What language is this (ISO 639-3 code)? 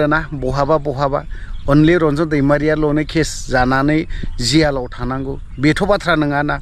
brx